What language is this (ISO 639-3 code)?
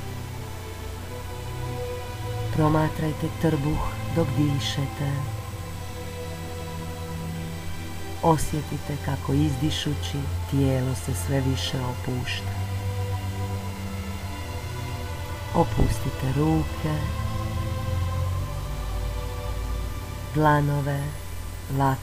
hrv